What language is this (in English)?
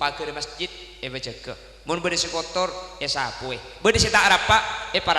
Madurese